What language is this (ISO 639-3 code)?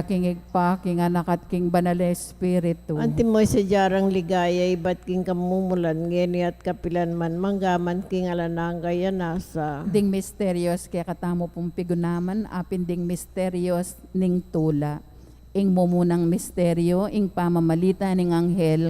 pam